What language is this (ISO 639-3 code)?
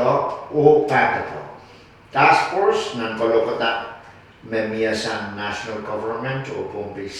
pon